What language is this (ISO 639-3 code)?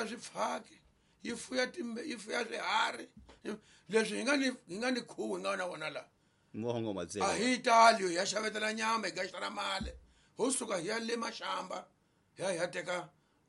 tso